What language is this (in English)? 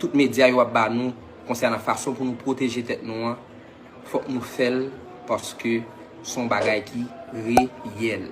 Haitian Creole